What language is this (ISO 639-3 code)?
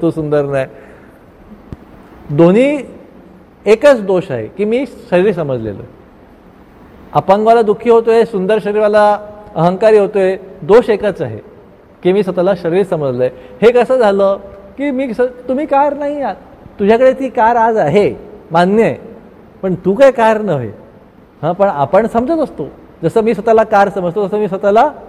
mar